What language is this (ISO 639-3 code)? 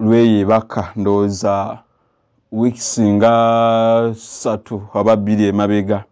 lug